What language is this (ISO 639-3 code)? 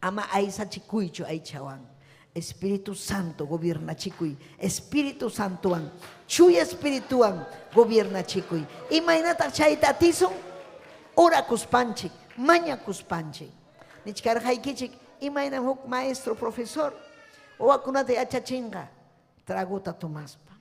quy